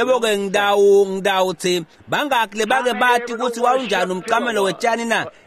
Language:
Swati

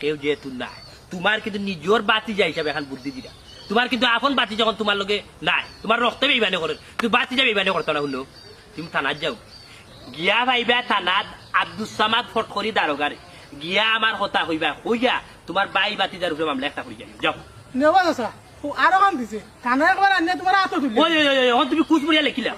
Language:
Sylheti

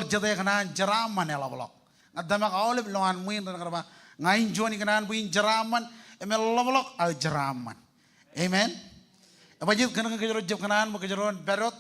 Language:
Marshallese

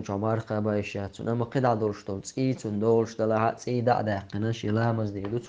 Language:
Chechen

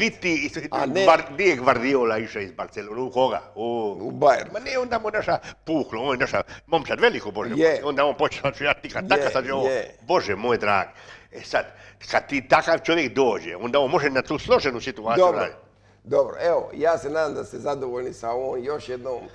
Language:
Croatian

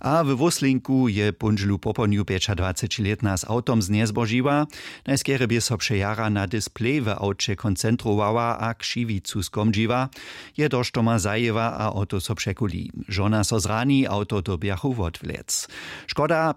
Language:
Upper Sorbian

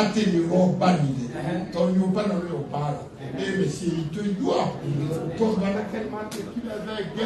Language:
Kikuyu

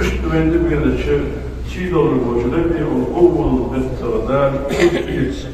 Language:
Ingush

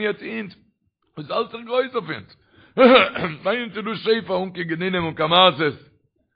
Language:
Yiddish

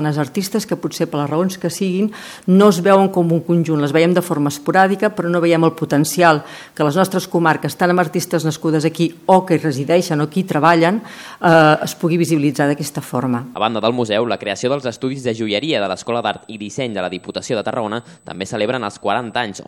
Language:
Catalan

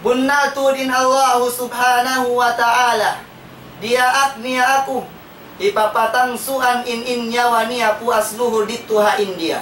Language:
Tausug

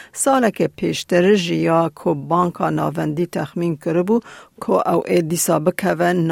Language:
Kurdish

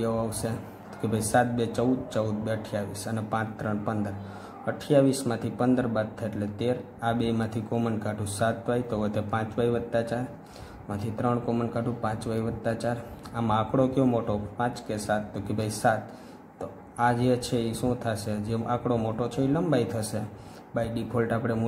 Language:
Gujarati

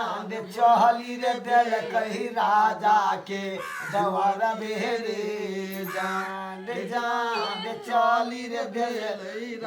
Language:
Maithili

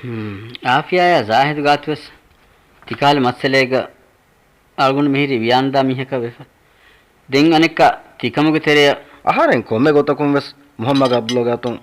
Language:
Divehi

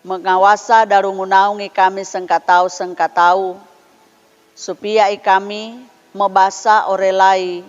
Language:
Sangir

